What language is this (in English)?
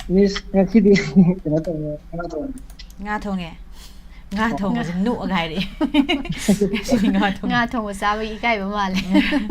Manipuri